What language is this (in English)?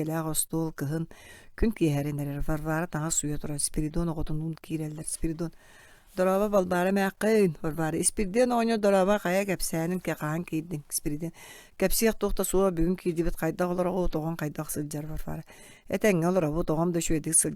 Yakut